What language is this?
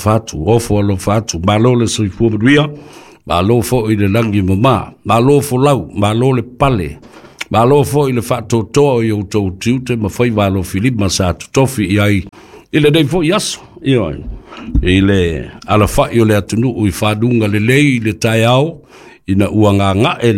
Samoan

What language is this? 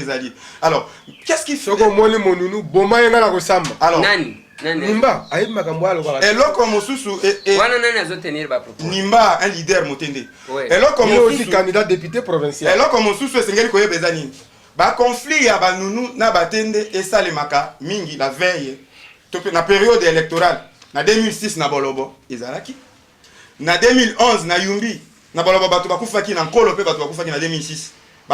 Lingala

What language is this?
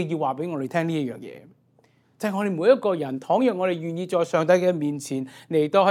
Cantonese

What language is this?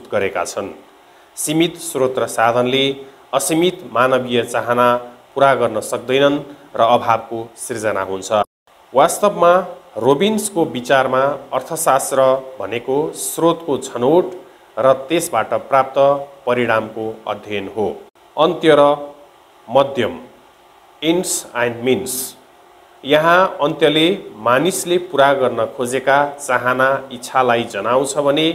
Nepali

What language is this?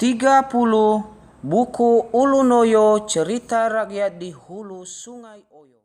Nias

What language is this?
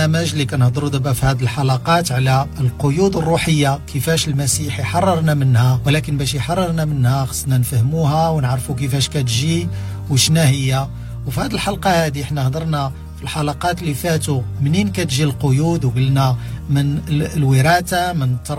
Moroccan Arabic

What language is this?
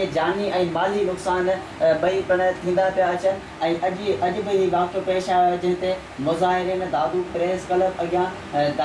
Sindhi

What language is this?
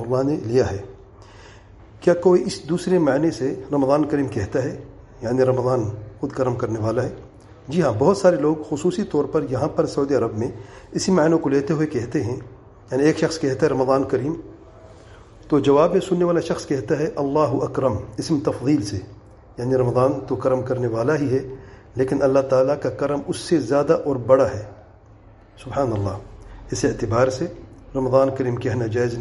Urdu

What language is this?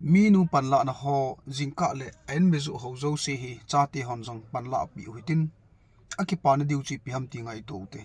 Thado Chin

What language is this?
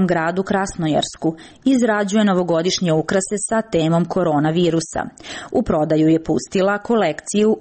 Serbian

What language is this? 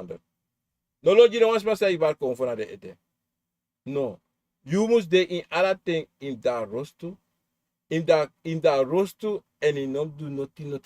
Sranan Tongo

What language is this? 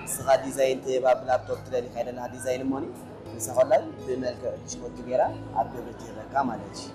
Tigrinya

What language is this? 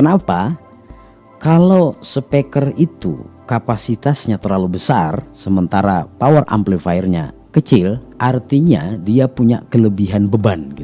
Indonesian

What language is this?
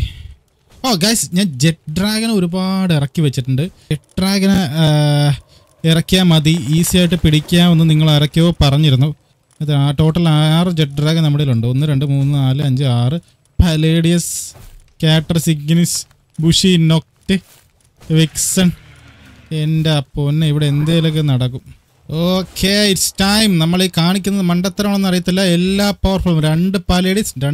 Malayalam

